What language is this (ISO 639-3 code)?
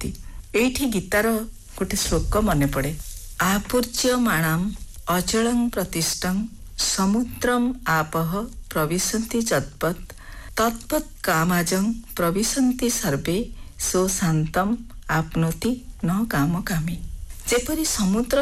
ori